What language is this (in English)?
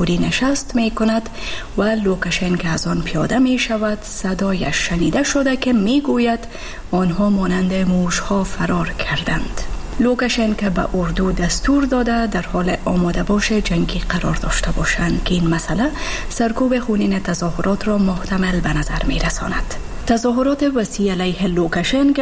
Persian